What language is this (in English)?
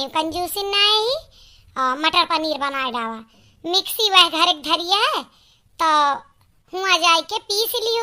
Awadhi